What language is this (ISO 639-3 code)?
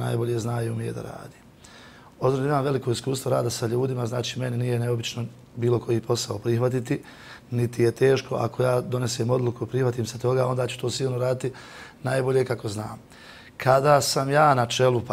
bos